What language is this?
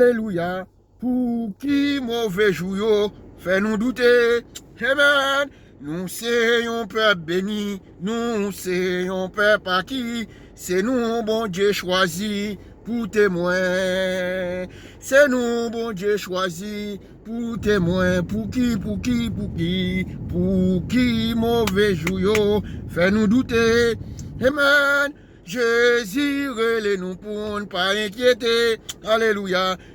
Haitian Creole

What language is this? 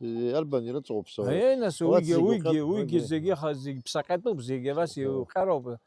Abkhazian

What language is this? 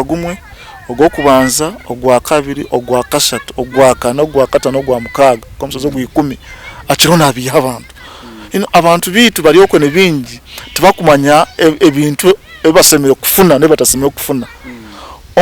Nyankole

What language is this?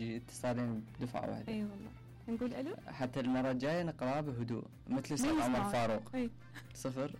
Mesopotamian Arabic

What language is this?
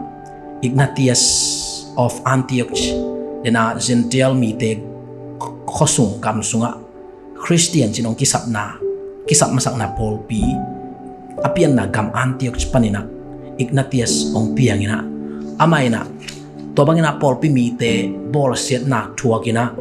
Tedim Chin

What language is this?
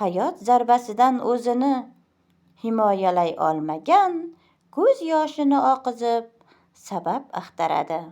Uzbek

